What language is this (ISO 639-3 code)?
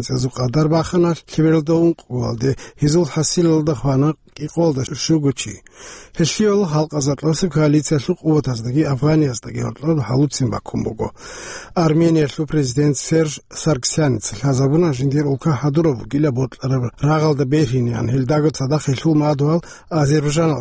ava